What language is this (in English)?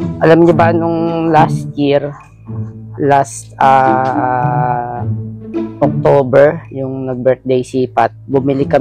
Filipino